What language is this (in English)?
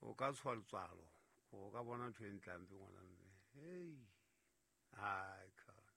Southern Sotho